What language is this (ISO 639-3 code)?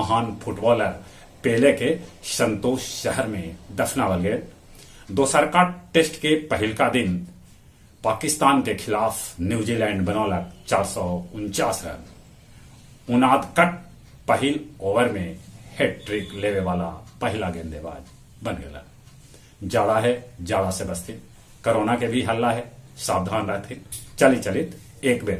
mag